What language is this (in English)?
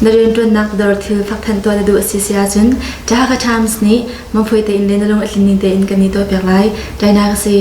Hakha Chin